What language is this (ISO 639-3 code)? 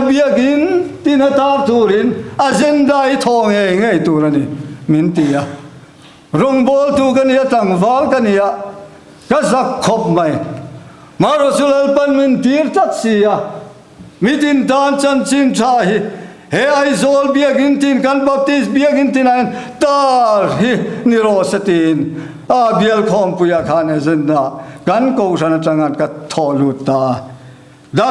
lus